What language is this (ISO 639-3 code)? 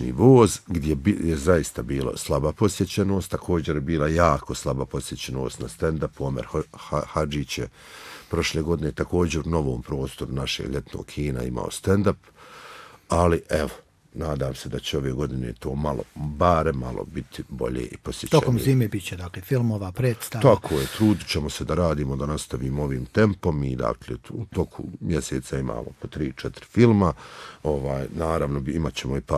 bos